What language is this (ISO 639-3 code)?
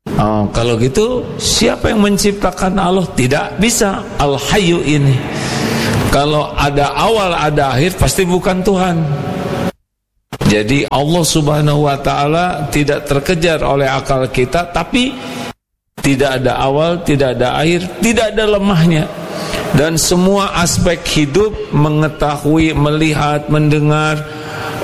ind